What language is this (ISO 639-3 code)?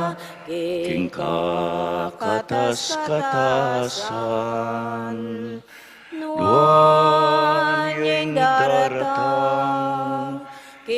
pam